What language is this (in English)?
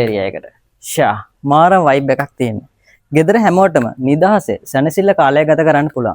Sinhala